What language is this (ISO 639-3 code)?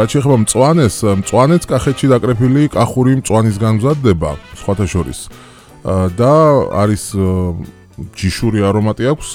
kat